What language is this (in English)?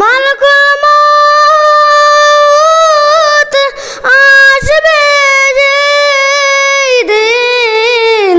Sylheti